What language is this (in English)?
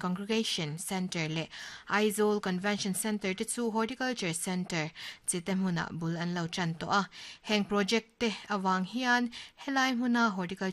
Mizo